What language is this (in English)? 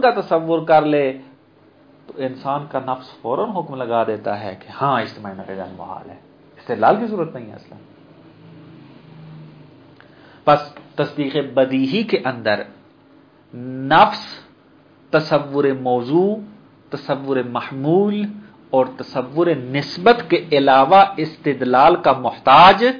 Urdu